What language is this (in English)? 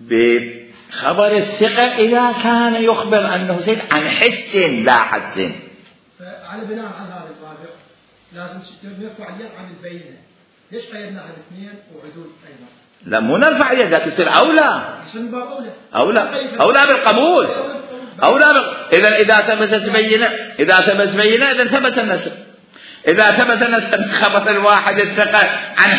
Mesopotamian Arabic